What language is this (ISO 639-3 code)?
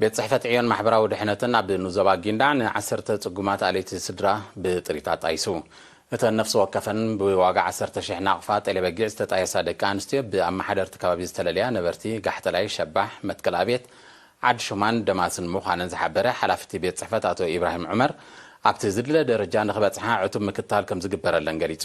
tir